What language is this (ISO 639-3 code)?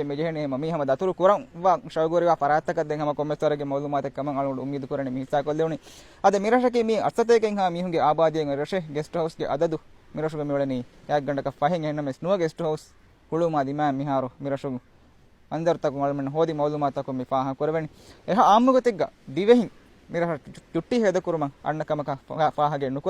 div